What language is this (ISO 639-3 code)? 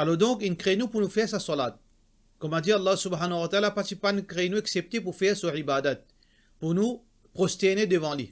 mfe